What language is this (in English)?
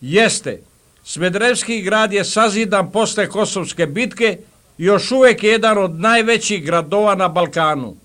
Serbian